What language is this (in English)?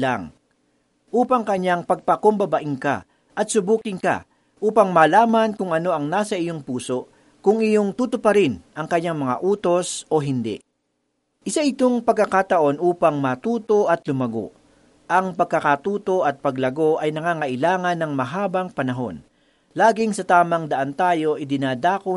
Filipino